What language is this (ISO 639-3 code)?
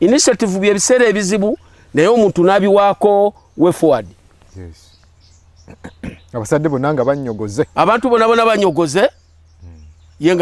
lug